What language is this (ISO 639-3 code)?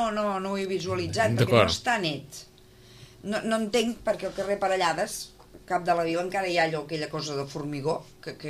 cat